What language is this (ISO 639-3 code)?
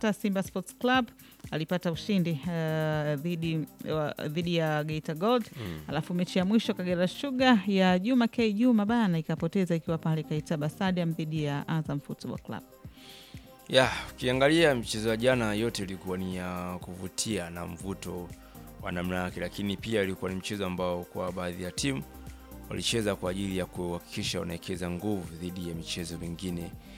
swa